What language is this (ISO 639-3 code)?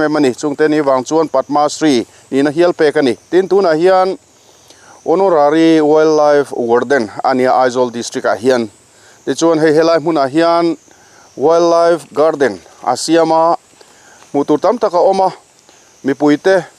lus